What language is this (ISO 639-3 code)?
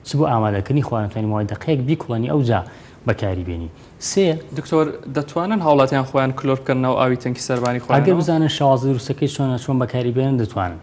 ckb